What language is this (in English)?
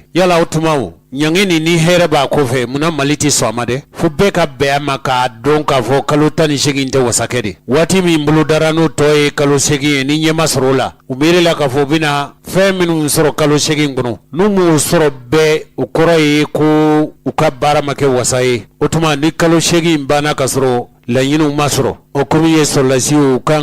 Bambara